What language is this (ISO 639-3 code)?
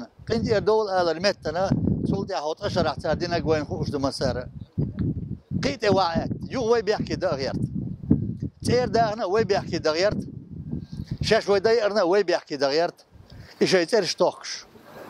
che